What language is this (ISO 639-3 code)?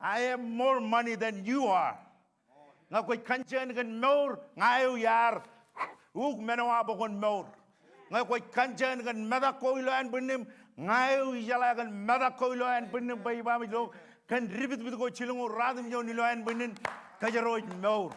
mah